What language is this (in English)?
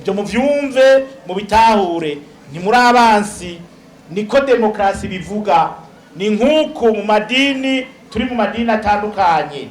Rundi